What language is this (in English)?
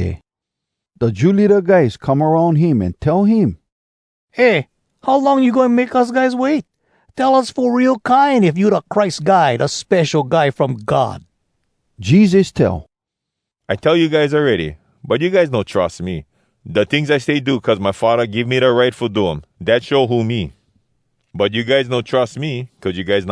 Hawai'i Creole English